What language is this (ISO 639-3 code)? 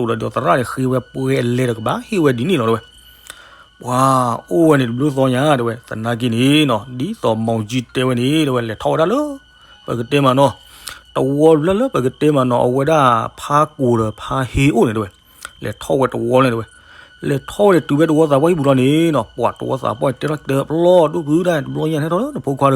ksw